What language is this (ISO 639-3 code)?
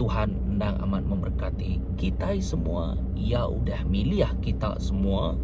iba